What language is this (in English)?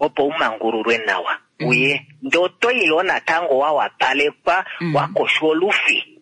Kuanyama